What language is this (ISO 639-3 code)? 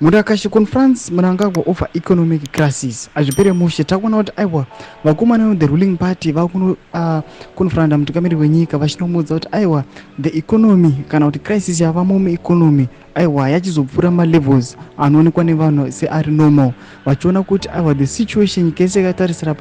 sna